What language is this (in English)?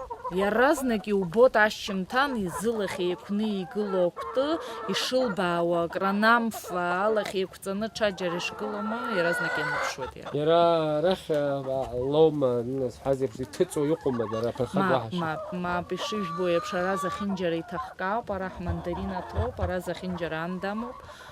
Abkhazian